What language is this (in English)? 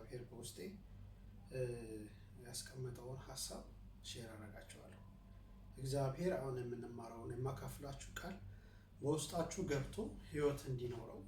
Amharic